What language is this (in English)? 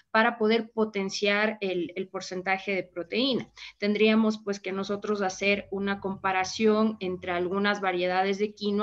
Spanish